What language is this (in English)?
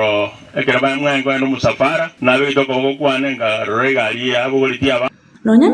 Gusii